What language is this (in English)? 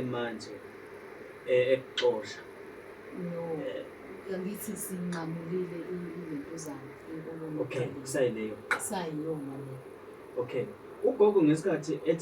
Zulu